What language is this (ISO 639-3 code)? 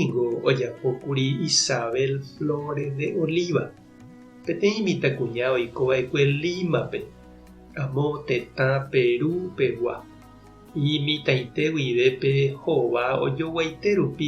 grn